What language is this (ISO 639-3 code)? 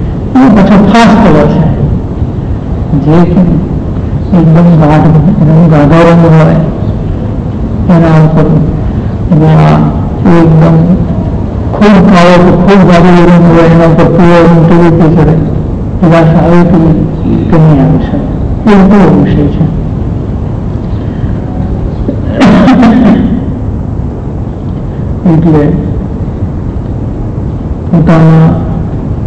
guj